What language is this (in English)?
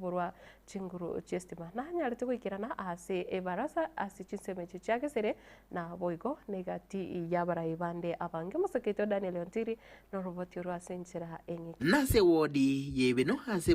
Gusii